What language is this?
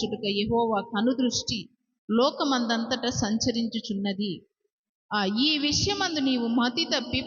Koya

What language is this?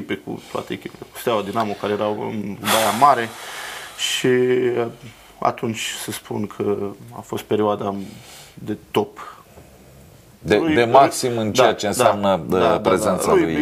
Romanian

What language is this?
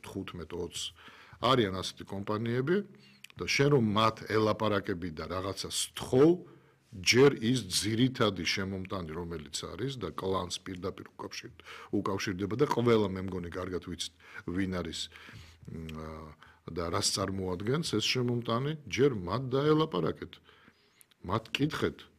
Georgian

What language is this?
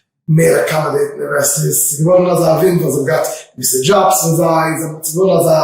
Yiddish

